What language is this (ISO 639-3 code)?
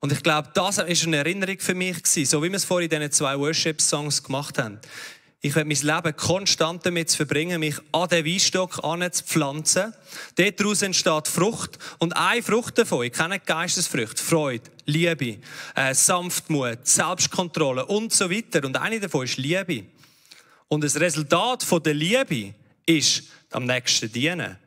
gsw